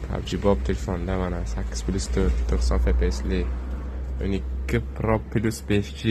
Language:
Uzbek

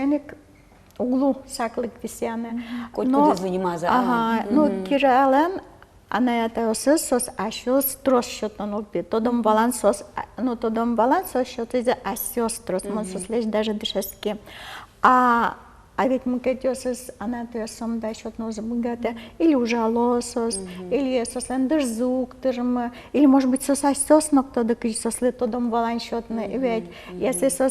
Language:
Udmurt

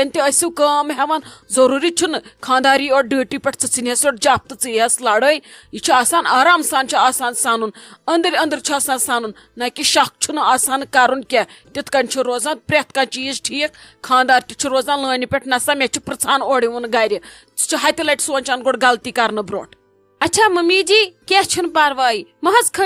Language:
Kashmiri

